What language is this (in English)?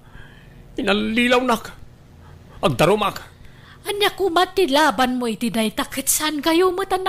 Iloko